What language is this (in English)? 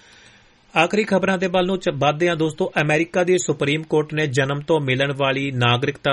Punjabi